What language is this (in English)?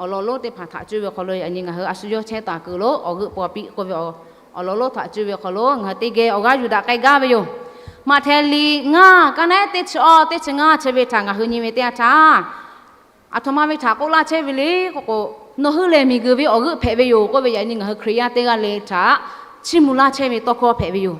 Lahu